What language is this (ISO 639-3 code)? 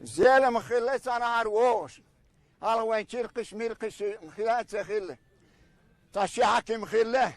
che